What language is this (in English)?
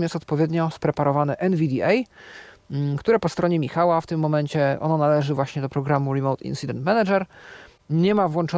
Polish